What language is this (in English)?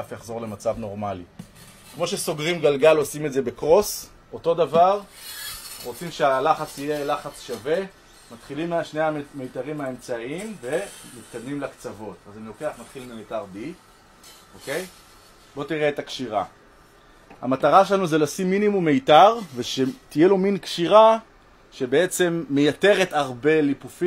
Hebrew